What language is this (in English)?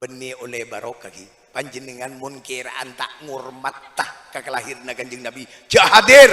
Madurese